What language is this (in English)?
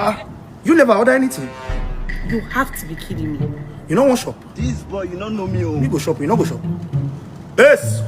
Nigerian Pidgin